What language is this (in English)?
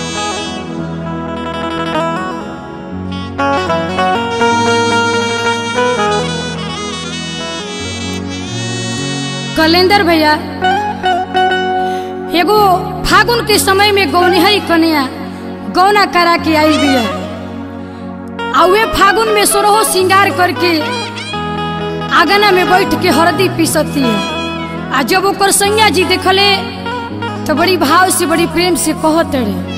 Bhojpuri